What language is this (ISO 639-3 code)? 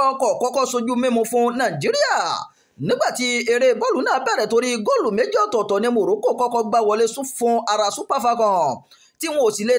yor